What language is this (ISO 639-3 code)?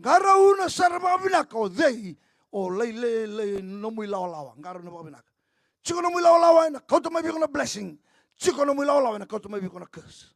fij